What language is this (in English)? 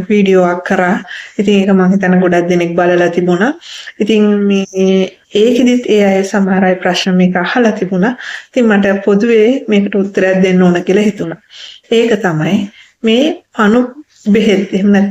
Sinhala